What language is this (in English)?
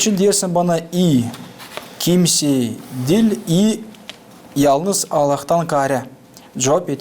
Gagauz